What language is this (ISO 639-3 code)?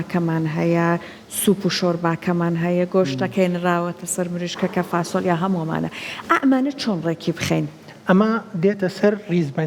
ckb